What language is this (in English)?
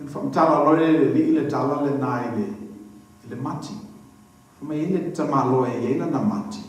Samoan